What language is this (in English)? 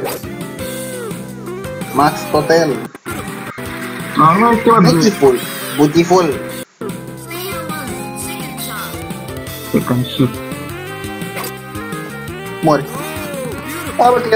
Romanian